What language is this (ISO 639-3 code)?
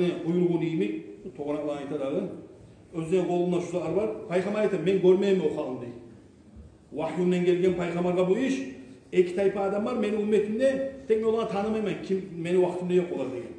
kum